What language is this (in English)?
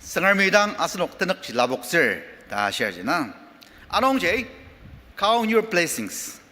Ao Naga